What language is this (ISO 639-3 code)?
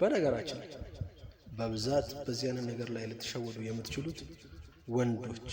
amh